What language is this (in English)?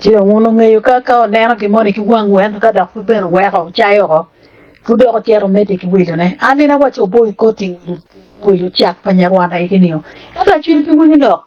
Acoli